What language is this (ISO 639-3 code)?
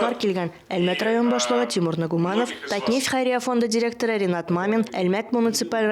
tat